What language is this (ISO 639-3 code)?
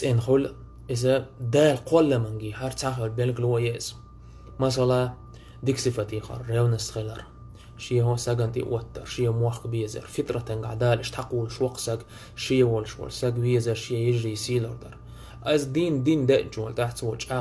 che